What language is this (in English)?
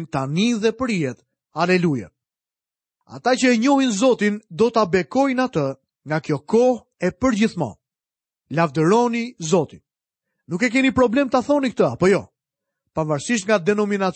Albanian